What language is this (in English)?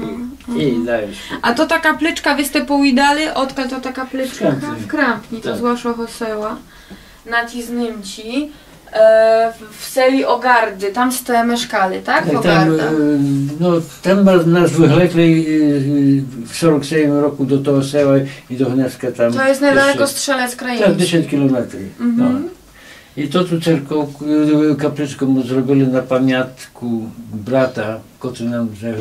Rusyn